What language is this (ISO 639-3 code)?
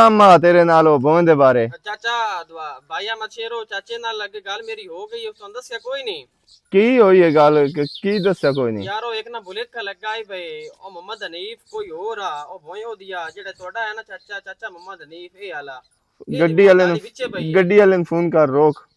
lah